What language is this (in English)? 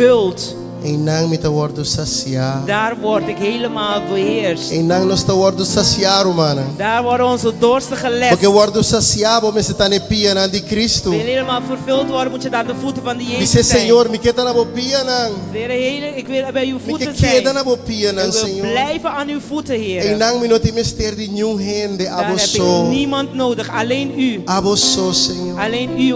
Papiamento